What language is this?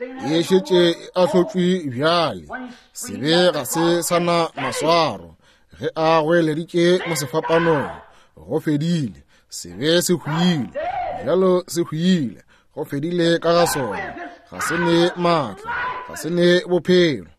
Northern Sotho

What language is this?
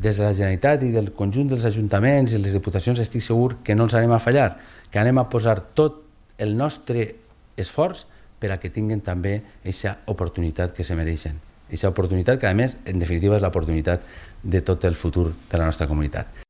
Catalan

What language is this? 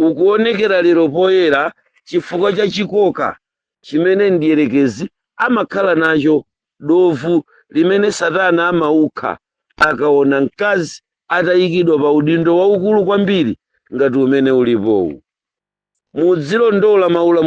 Nyanja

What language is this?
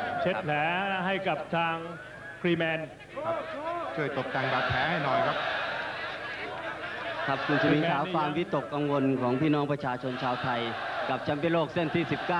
Thai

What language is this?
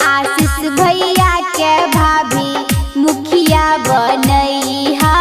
Maithili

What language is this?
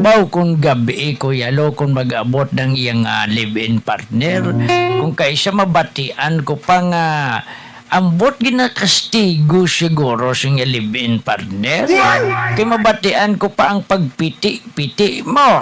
Hiligaynon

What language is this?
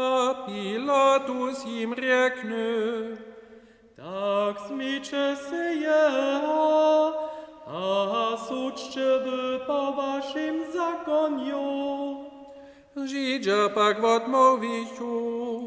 Upper Sorbian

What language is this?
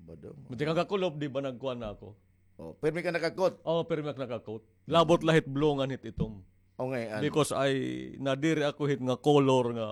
Waray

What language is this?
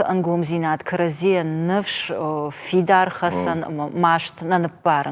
Ossetic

